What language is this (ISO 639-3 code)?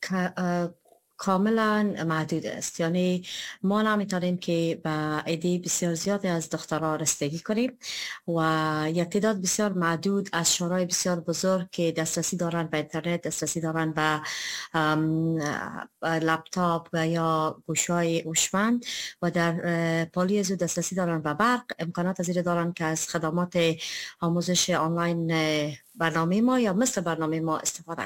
fas